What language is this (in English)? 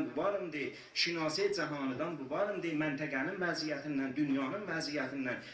South Azerbaijani